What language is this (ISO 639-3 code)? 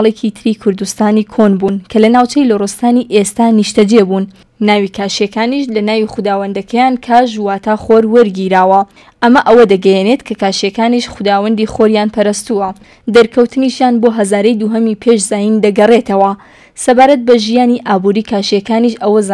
ckb